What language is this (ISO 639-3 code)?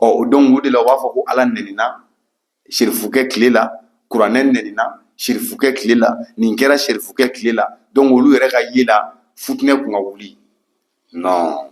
bam